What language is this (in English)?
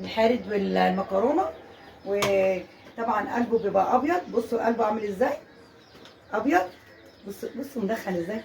Egyptian Arabic